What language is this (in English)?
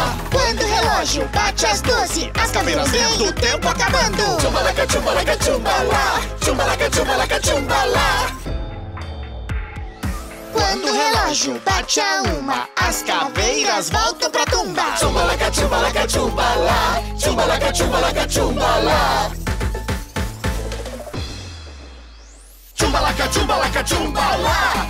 Portuguese